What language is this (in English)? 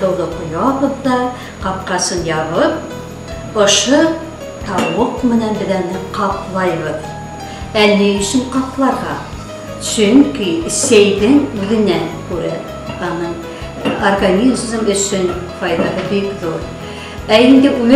Bashkir